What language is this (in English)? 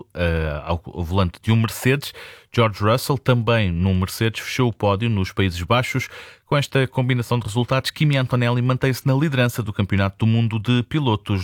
Portuguese